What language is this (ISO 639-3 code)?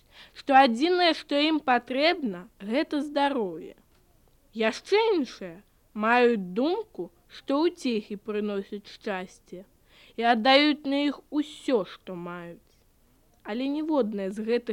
bel